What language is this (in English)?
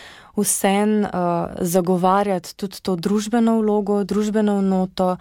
Slovenian